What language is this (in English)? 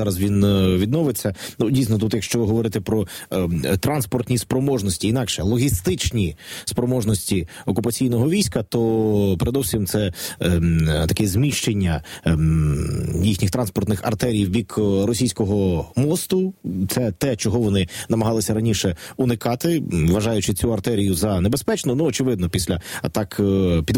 Ukrainian